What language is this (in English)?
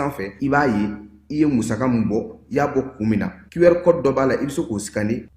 Bambara